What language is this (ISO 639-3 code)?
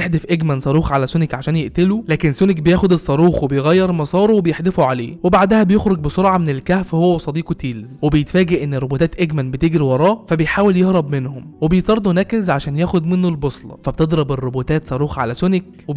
arz